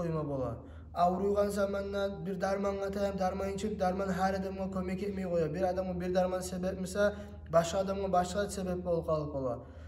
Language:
Kumyk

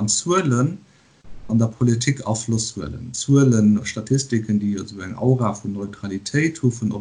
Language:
Luxembourgish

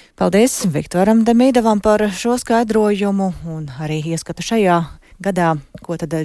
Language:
Latvian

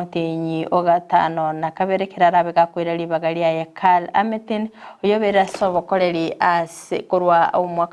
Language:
Gusii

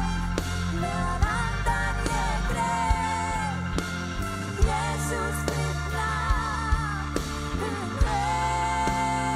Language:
Icelandic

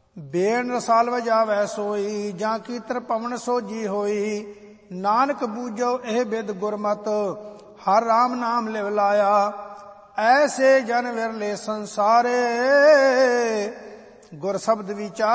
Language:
Punjabi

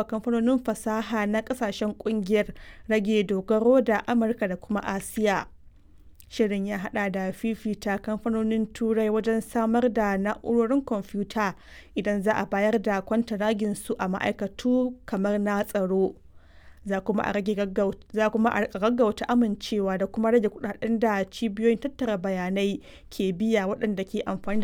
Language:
Hausa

